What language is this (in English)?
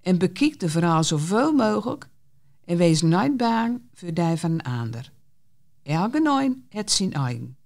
Gronings